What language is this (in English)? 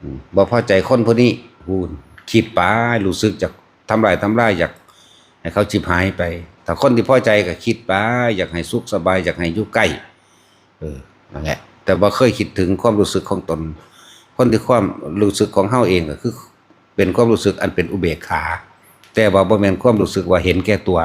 Northeastern Thai